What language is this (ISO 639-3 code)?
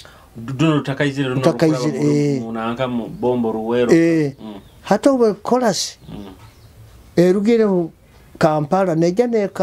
nyo